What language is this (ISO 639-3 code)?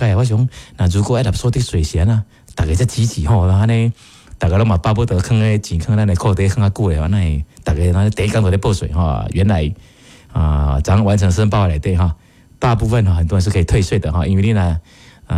nan